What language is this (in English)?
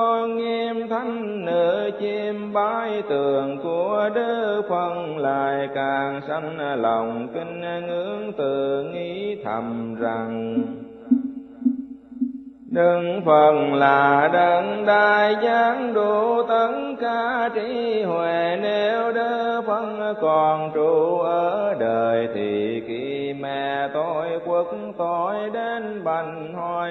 Vietnamese